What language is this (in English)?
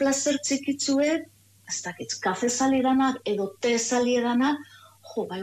Basque